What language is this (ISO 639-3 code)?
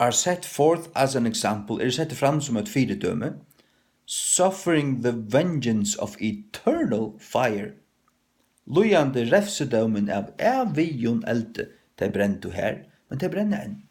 fao